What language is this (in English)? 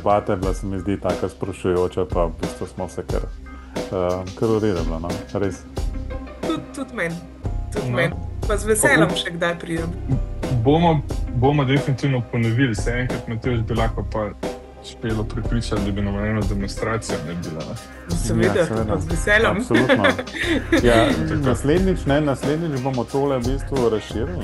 Slovenian